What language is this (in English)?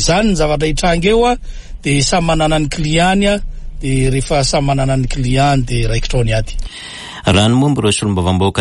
Malagasy